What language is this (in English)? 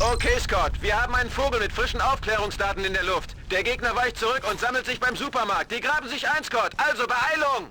Bavarian